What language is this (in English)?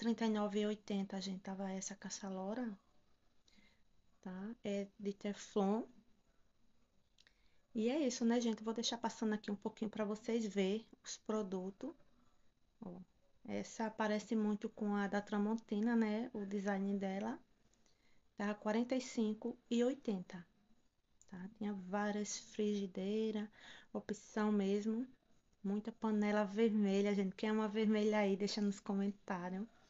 Portuguese